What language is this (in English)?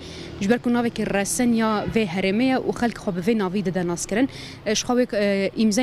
Kurdish